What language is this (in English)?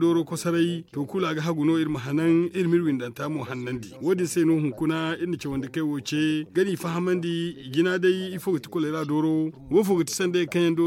Zarma